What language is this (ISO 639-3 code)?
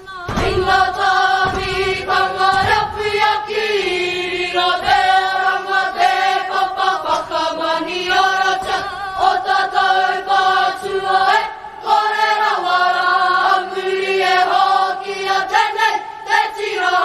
mri